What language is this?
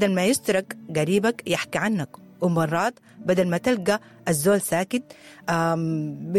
Sudanese Arabic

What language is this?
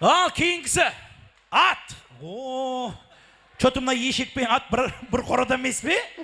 Kara-Kalpak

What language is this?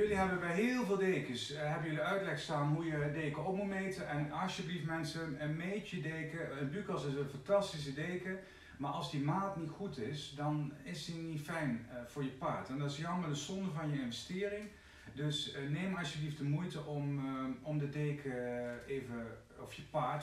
Dutch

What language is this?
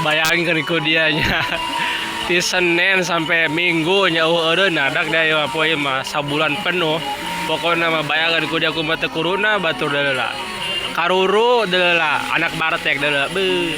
Sundanese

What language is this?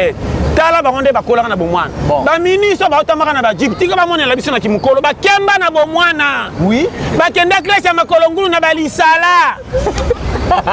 Lingala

